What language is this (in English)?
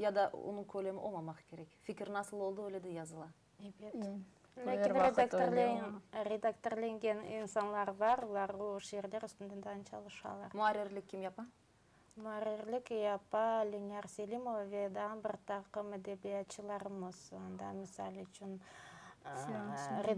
Crimean Tatar